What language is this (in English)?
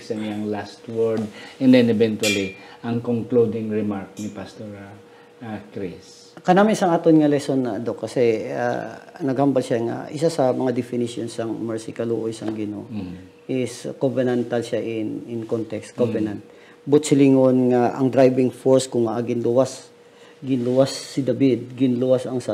Hiligaynon